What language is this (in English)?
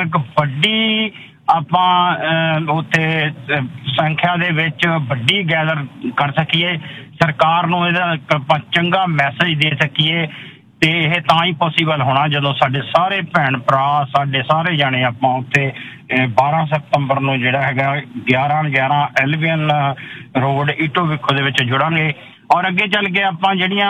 Punjabi